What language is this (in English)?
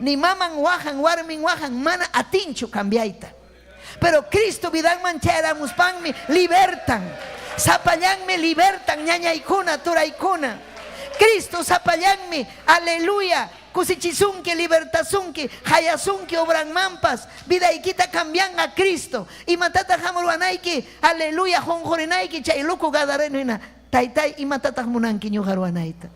Ayacucho Quechua